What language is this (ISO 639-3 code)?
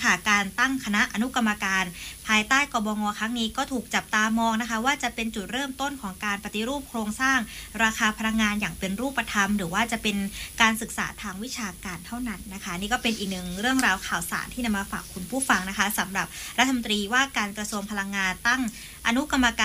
tha